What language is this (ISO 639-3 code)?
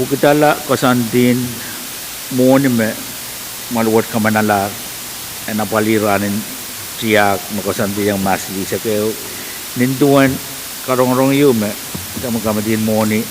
pon